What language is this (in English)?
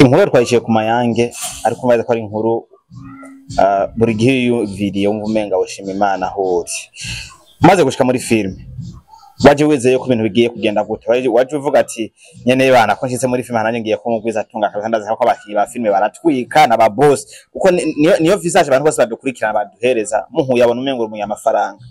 Rundi